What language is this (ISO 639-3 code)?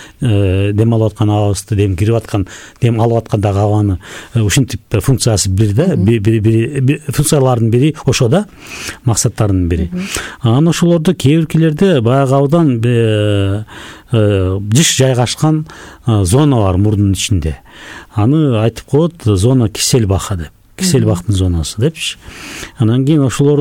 kir